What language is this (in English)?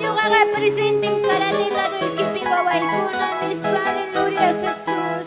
Ayacucho Quechua